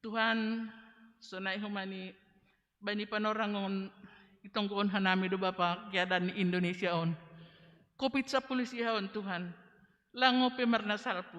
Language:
Batak Simalungun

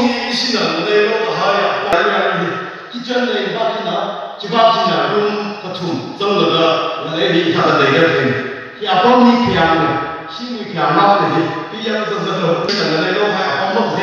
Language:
Tangkhul Naga (India)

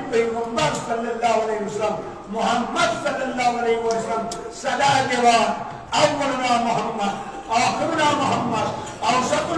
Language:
Kashmiri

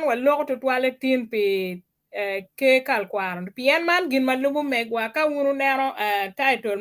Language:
Acoli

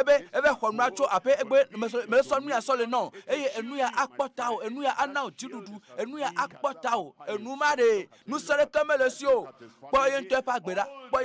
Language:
Ewe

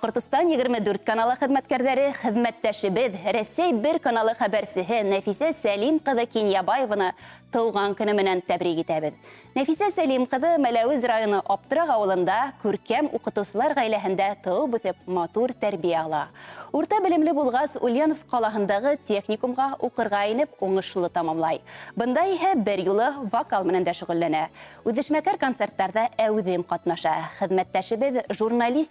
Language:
Bashkir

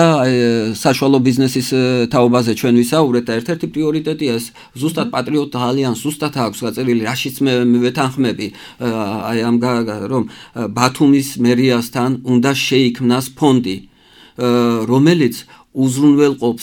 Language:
Georgian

